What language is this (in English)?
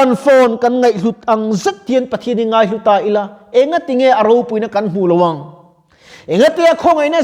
Mizo